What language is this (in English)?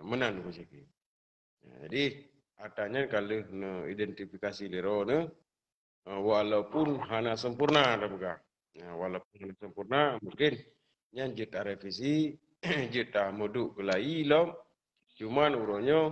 Achinese